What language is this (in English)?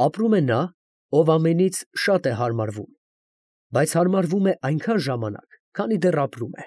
Armenian